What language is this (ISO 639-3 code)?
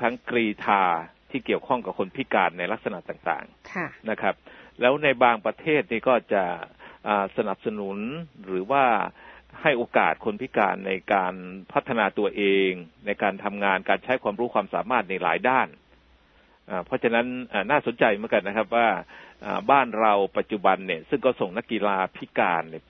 tha